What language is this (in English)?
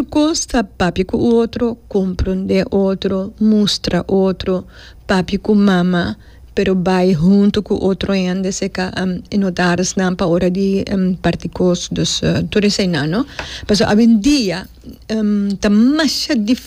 Papiamento